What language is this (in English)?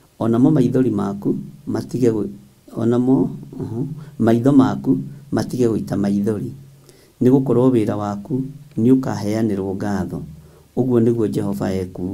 Kikuyu